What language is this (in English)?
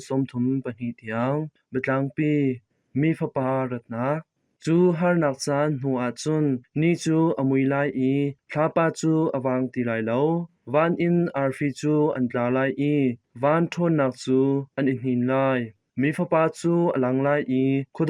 Hakha Chin